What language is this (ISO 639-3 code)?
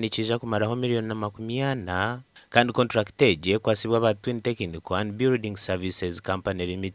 nyn